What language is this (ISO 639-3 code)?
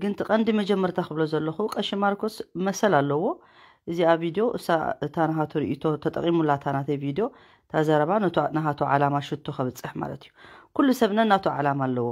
tir